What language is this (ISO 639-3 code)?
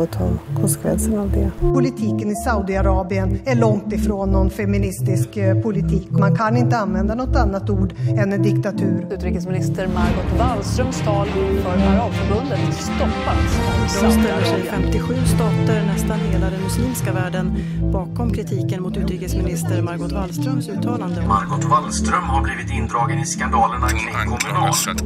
swe